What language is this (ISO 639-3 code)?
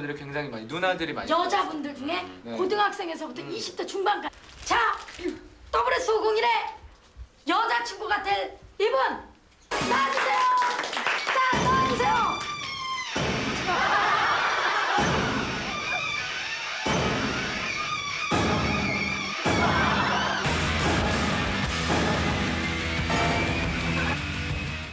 kor